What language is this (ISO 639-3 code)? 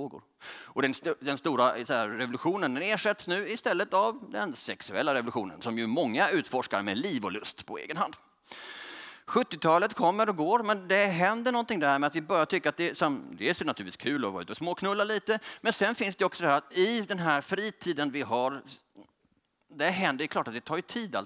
swe